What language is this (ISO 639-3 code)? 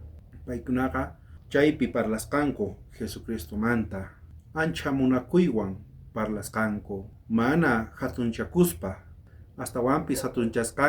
quh